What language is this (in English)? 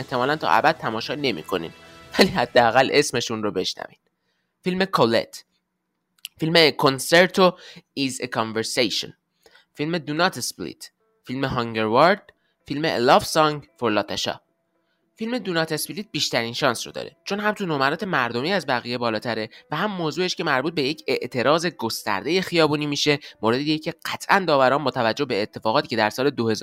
Persian